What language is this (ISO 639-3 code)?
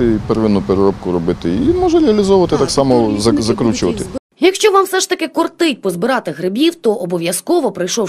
ukr